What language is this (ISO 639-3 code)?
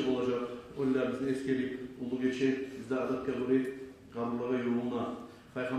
kum